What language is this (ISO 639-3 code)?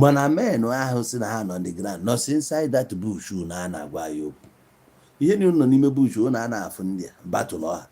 ibo